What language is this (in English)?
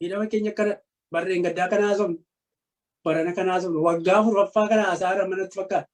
Oromo